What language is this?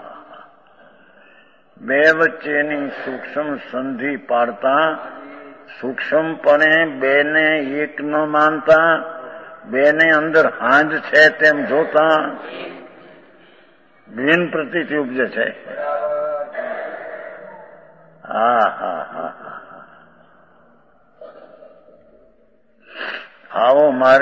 Gujarati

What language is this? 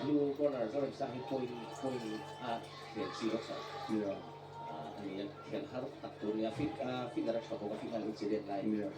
Mizo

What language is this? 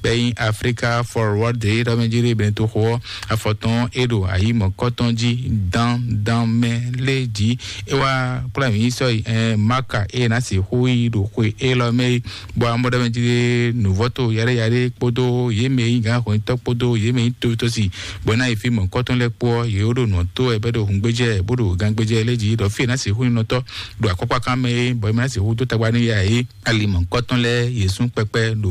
Fon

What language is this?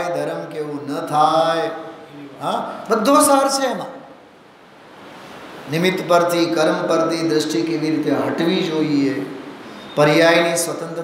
Gujarati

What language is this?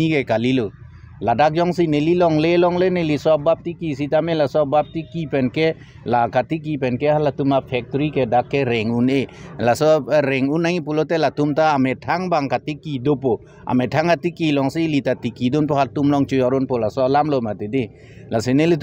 Karbi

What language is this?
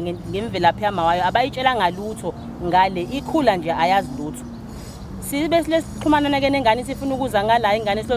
Zulu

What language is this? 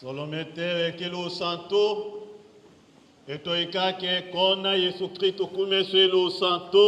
Tetela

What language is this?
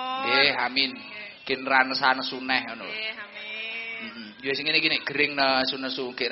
Javanese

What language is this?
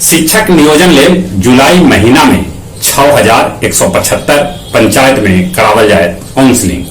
Magahi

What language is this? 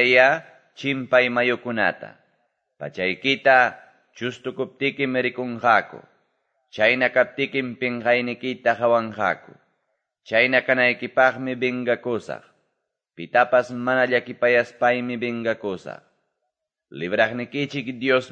Quechua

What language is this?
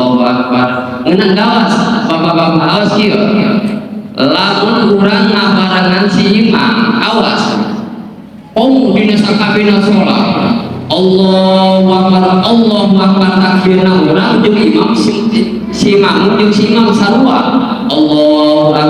Sundanese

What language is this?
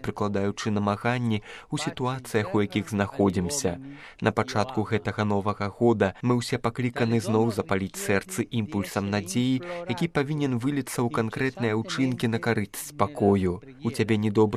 Belarusian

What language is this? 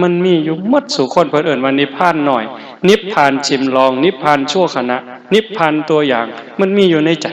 Northeastern Thai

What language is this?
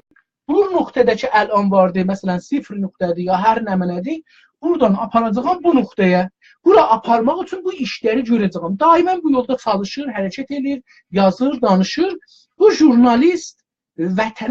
South Azerbaijani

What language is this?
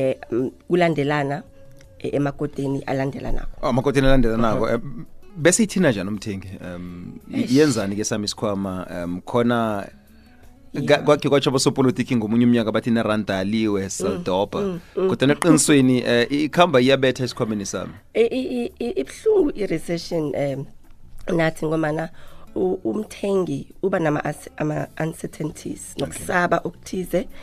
South Ndebele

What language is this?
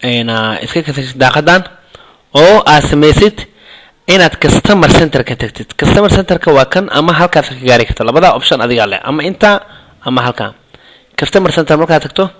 Somali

